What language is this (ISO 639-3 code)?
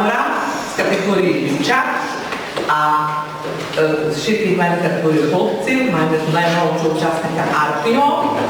rue